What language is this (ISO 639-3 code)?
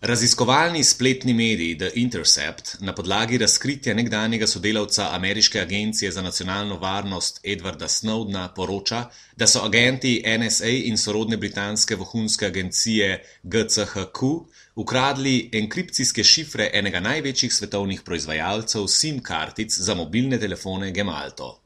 slv